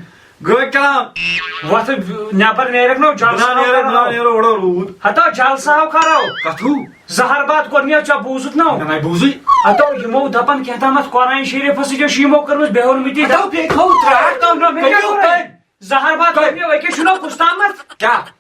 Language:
Kashmiri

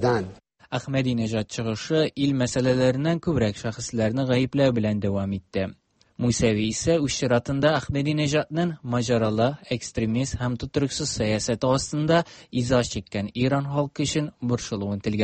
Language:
Tatar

